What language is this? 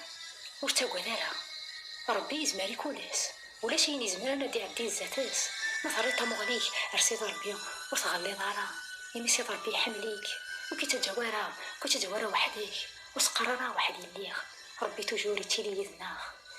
Kabyle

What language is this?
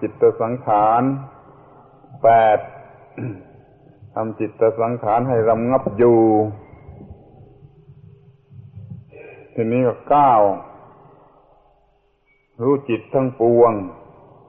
Thai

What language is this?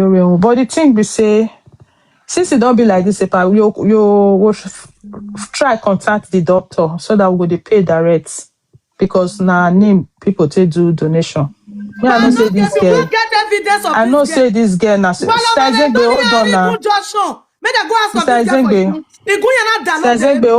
Nigerian Pidgin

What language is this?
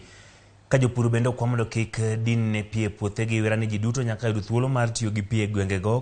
Luo (Kenya and Tanzania)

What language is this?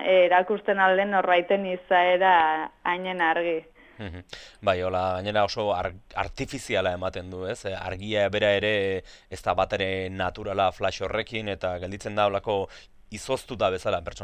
Basque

